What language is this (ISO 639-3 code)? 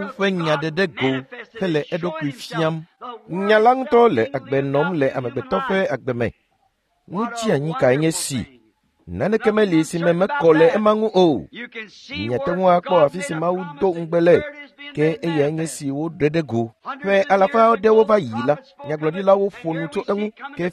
ewe